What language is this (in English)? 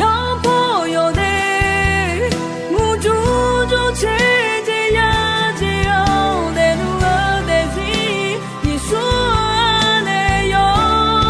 Akha